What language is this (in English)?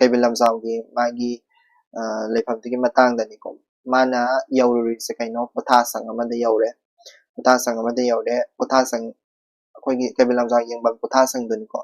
Manipuri